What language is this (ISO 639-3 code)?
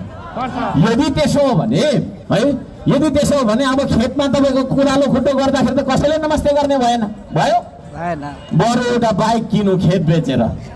nep